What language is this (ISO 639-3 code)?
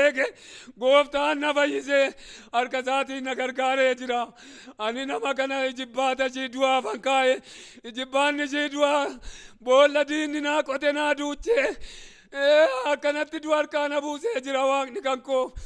orm